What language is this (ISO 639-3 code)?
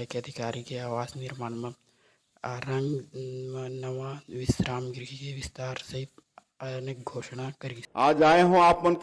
hne